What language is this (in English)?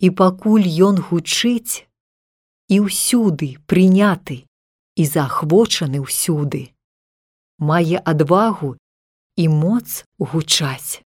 Belarusian